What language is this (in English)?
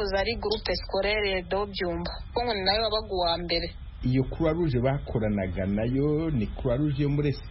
Kinyarwanda